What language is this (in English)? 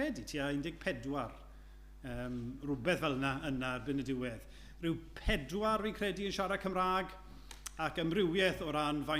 Welsh